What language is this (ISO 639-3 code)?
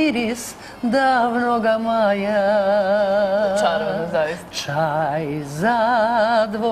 srp